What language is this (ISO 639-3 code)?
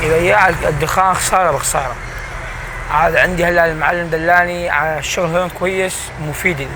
apc